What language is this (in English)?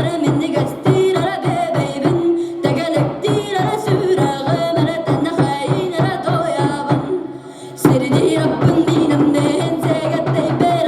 Yakut